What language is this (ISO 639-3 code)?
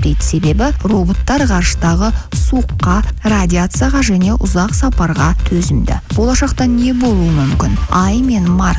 kaz